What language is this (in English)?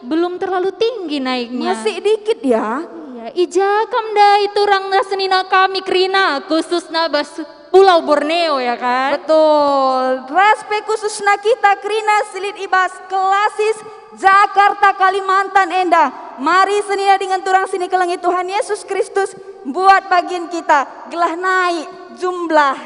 Batak Karo